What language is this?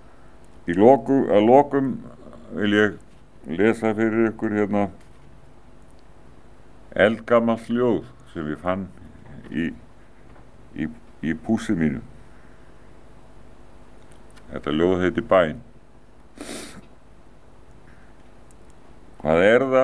Icelandic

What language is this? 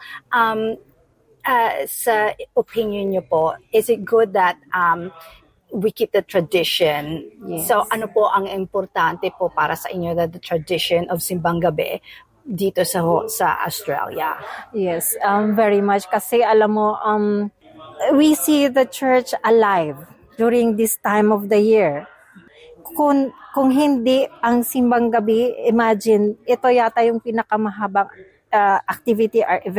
Filipino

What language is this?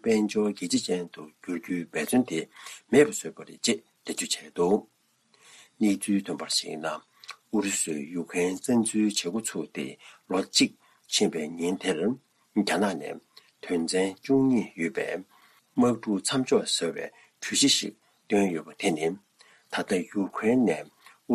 Tibetan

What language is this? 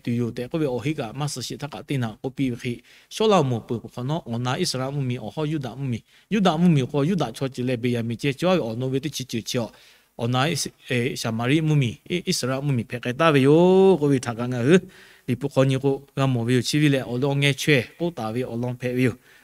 Lahu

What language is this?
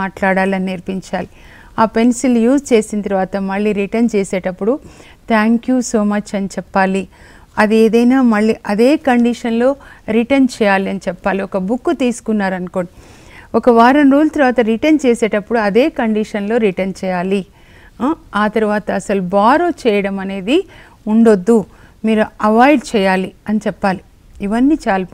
Telugu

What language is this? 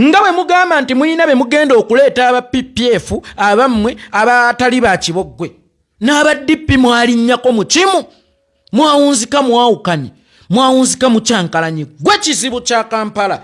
Ganda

